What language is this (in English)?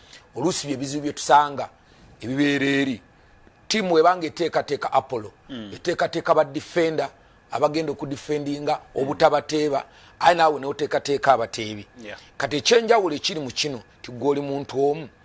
Ganda